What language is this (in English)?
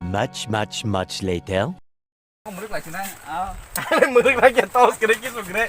Kok Borok